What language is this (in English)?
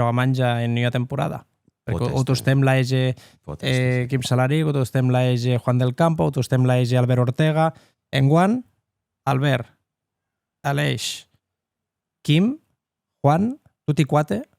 Occitan